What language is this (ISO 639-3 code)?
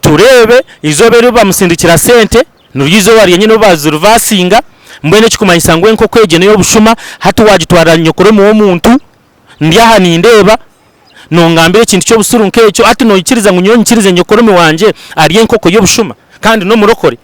nyn